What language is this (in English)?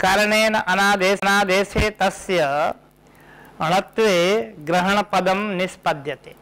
Sanskrit